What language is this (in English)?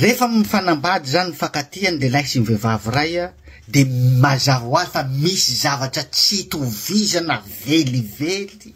Malagasy